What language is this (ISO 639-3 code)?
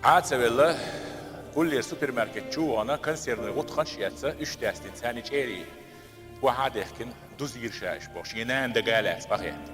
che